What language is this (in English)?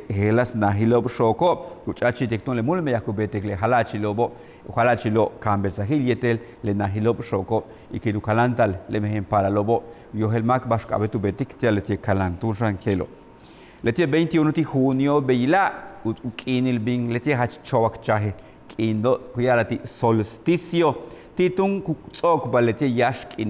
Yucateco